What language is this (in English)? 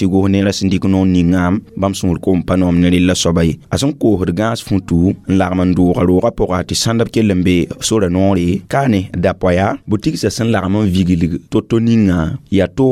Mossi